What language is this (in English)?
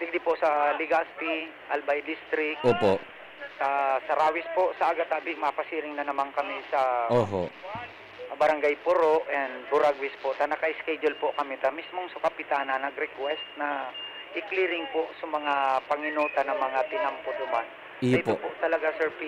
Bikol